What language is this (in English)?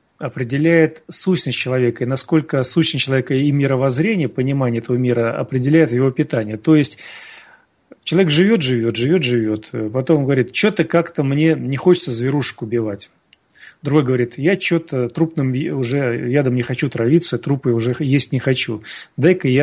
Russian